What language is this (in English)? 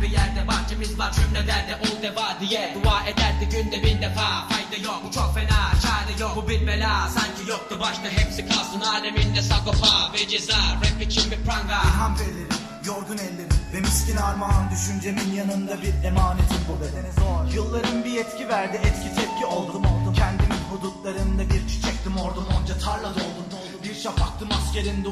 Turkish